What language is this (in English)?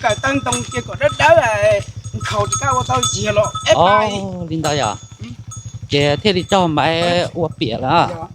Hmong